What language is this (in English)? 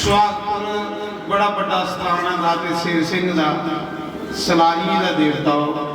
Dogri